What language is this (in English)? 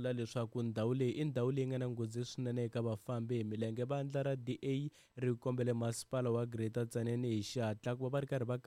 Tsonga